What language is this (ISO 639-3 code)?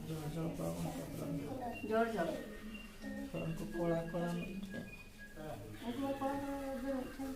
sat